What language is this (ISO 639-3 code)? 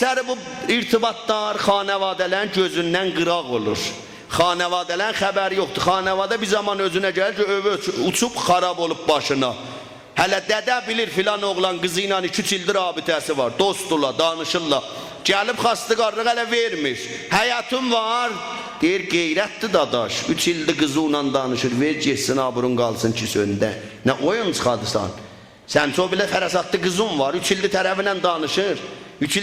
azb